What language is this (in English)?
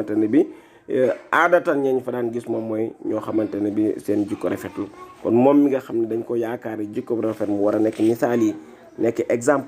Wolof